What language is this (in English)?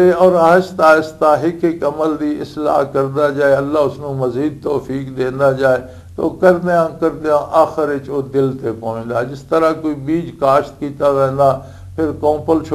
Western Panjabi